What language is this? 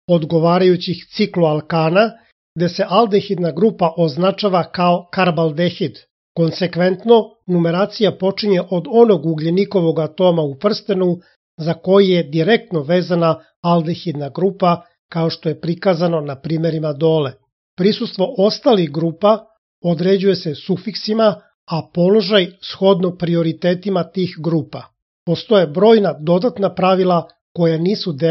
Serbian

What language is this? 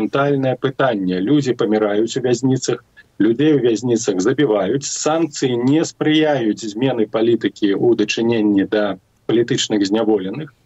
Belarusian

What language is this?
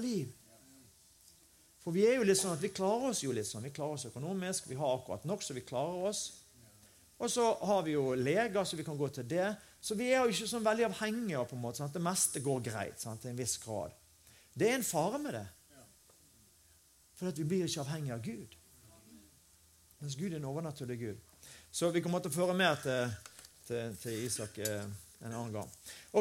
Norwegian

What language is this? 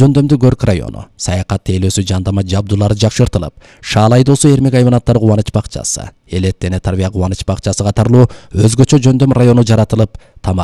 Kyrgyz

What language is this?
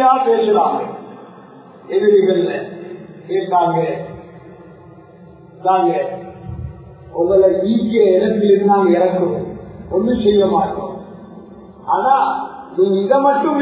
Tamil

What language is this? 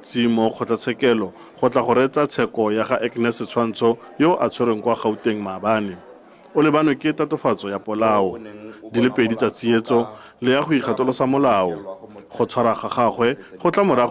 Tswana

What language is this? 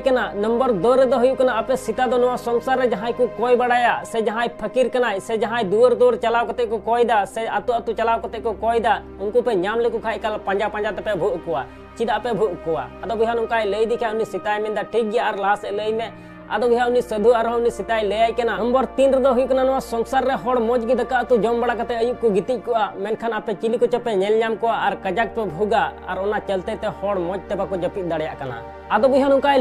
Santali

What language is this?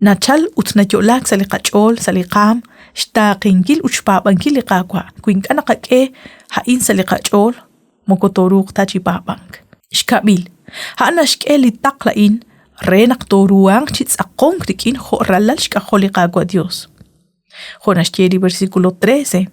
Kekchí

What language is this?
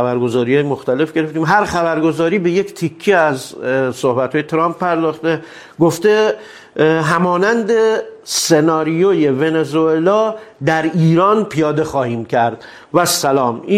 Persian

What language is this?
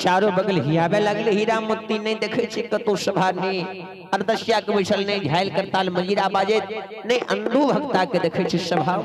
Maithili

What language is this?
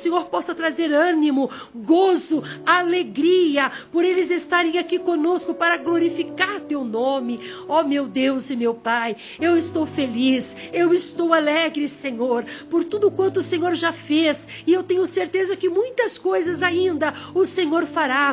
Portuguese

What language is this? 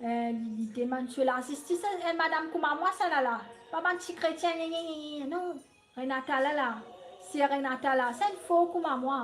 Morisyen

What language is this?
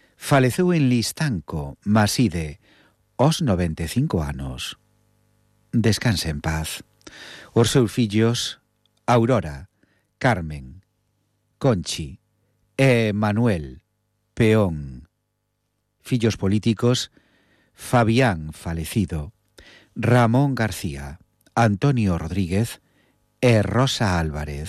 Galician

